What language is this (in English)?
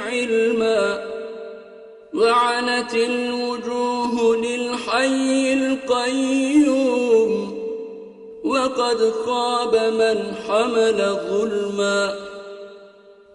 Arabic